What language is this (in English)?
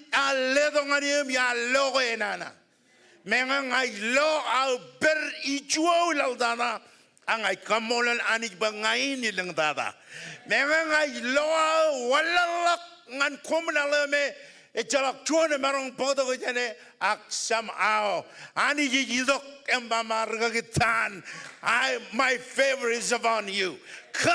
Marshallese